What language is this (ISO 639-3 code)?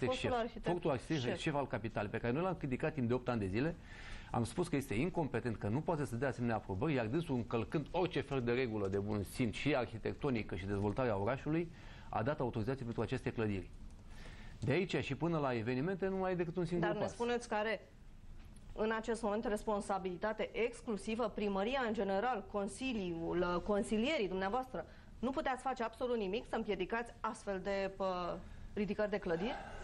ron